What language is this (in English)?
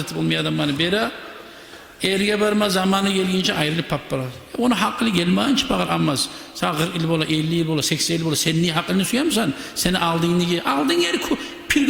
Kumyk